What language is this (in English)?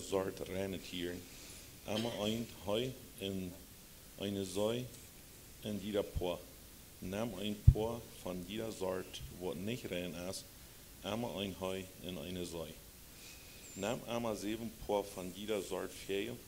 Plautdietsch